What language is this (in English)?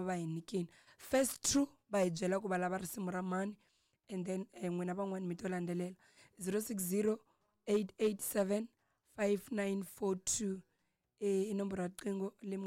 Tsonga